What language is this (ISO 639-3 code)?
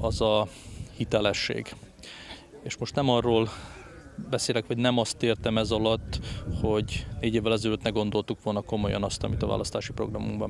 hun